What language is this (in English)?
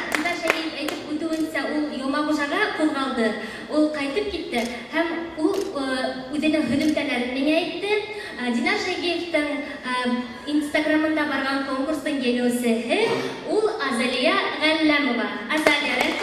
Bashkir